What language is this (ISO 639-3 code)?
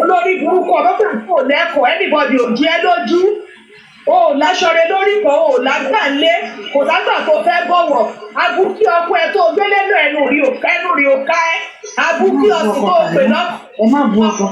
yor